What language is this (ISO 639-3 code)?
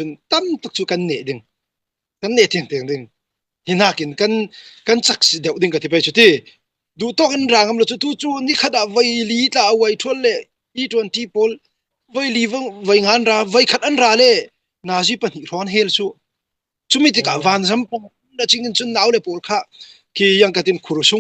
cfm